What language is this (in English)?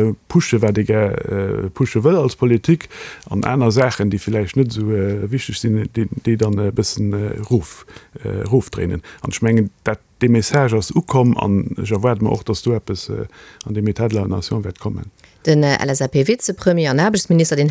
Luxembourgish